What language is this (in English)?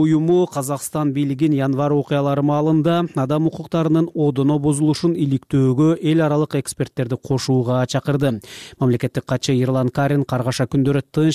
Kyrgyz